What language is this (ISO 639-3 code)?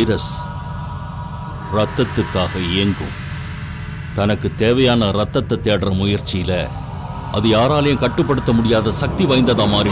tam